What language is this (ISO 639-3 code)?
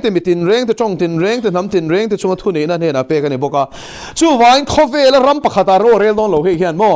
lus